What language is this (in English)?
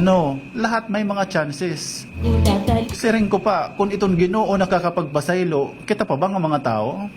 Waray